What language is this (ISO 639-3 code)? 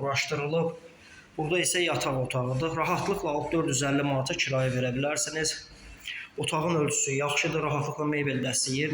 aze